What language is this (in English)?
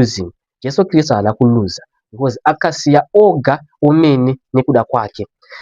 Shona